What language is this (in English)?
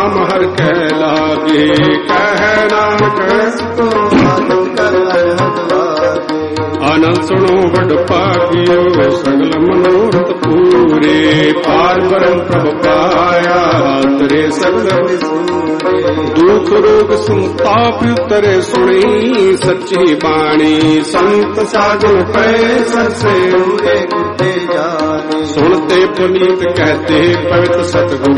Punjabi